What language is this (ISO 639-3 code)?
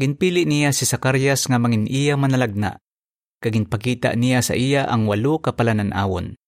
hil